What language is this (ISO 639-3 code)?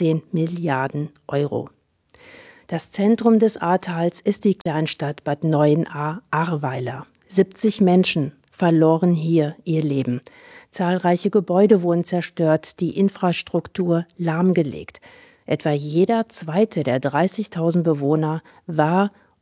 deu